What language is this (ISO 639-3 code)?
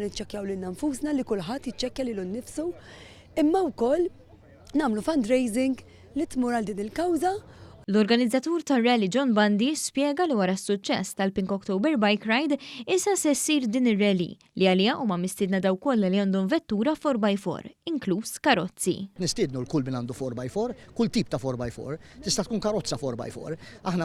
mlt